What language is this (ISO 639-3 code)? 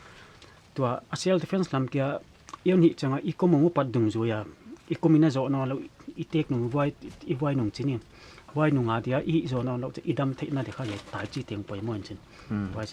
pck